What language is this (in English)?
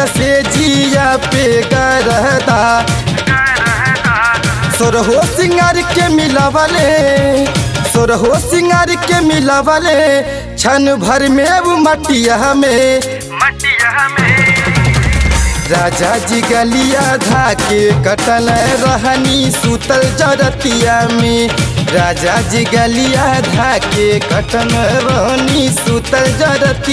Bhojpuri